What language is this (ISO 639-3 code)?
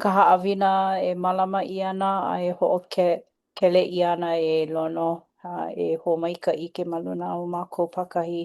haw